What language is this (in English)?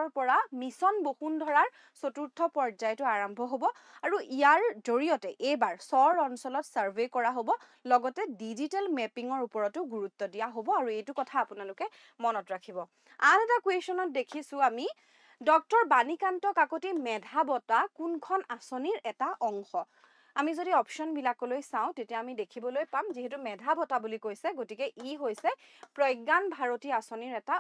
Assamese